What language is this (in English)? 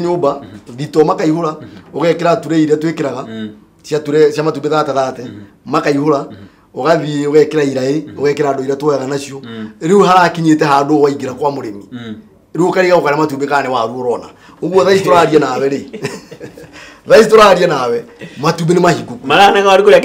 Kikuyu